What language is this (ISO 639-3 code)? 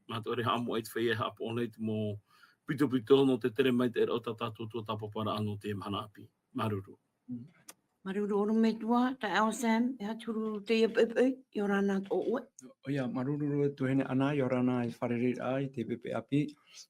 tah